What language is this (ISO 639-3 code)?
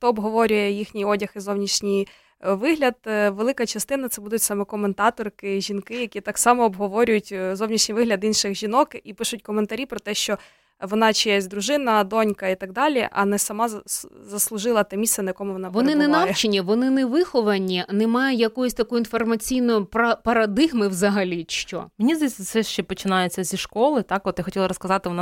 ukr